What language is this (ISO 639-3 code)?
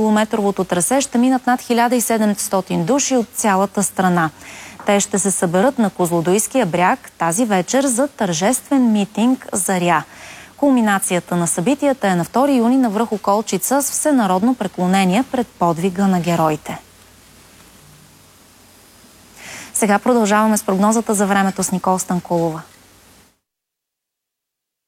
bul